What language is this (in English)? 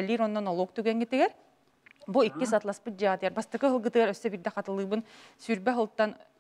Yakut